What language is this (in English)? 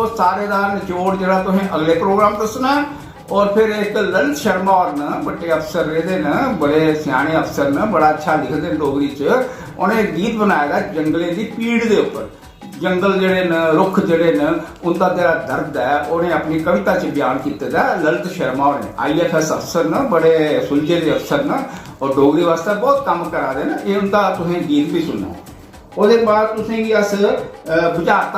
Dogri